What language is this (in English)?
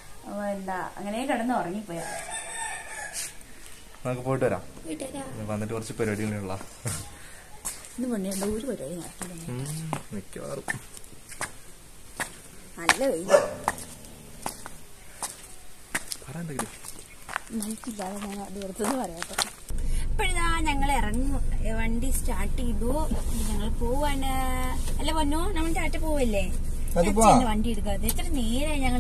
Malayalam